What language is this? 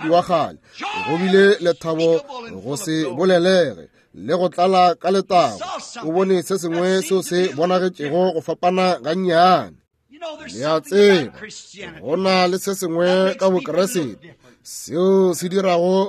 Northern Sotho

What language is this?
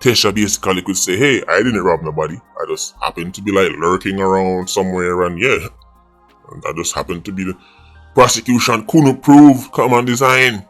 Jamaican Creole English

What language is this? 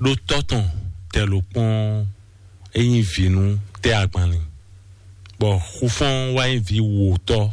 Fon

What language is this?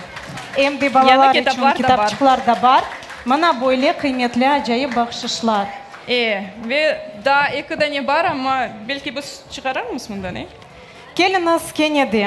Crimean Tatar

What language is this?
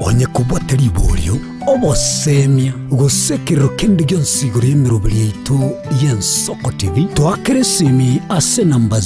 Gusii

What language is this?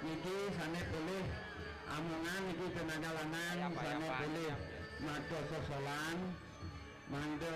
Balinese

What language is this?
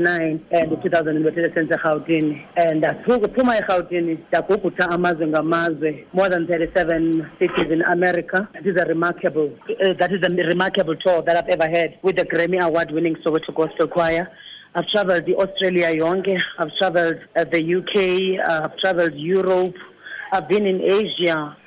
Xhosa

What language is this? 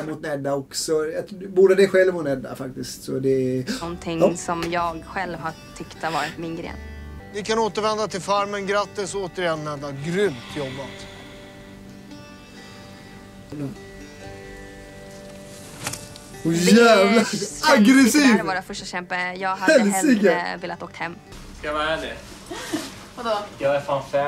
Swedish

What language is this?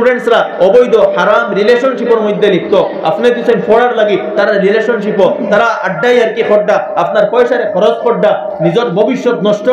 Sylheti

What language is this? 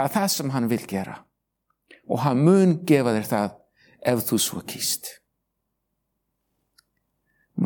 Icelandic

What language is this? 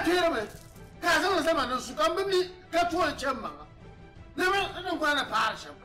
Dagbani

